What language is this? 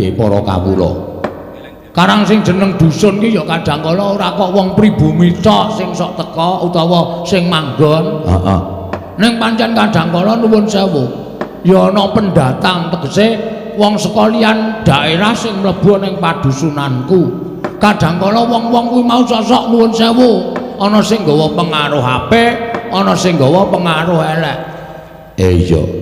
Javanese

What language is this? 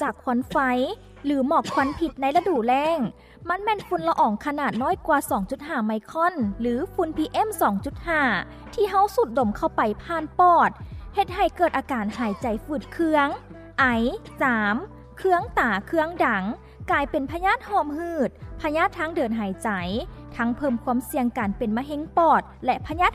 Lao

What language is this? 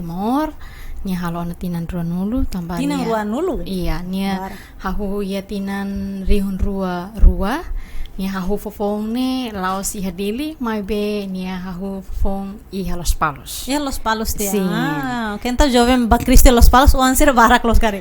Tetum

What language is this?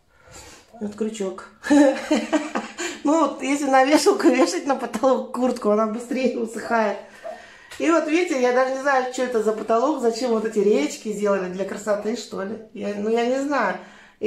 Russian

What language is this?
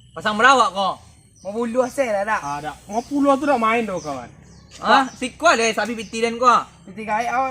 Minangkabau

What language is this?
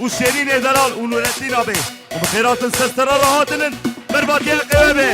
Kurdish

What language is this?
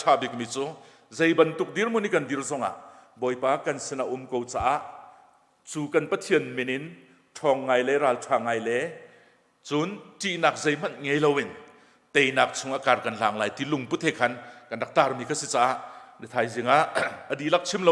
Hakha Chin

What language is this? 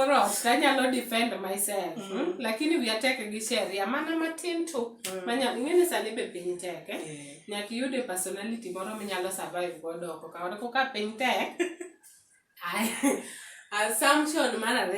Luo (Kenya and Tanzania)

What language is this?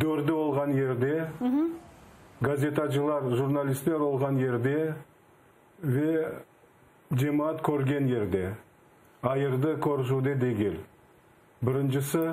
Crimean Tatar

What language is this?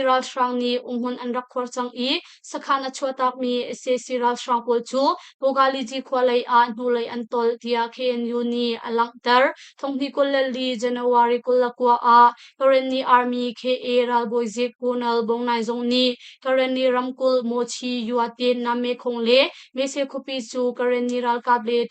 Hakha Chin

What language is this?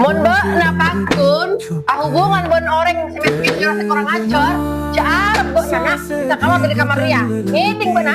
Madurese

